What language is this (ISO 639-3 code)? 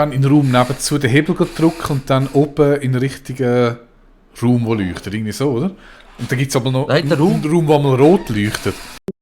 gsw